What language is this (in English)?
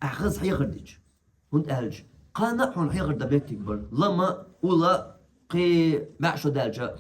Chechen